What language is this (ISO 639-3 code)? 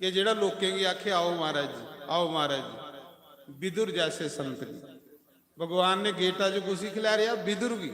doi